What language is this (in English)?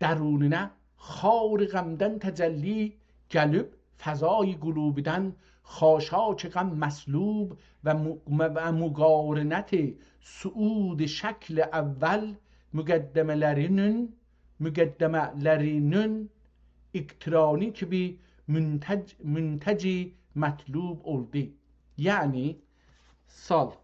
South Azerbaijani